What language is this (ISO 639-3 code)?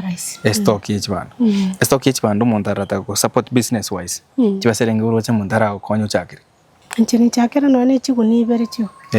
guz